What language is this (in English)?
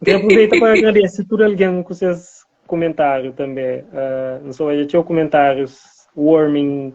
Kabuverdianu